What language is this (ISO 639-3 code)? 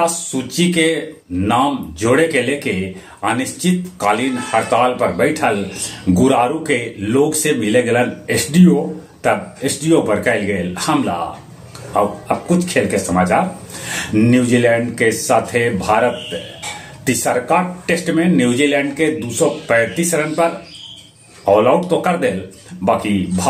mag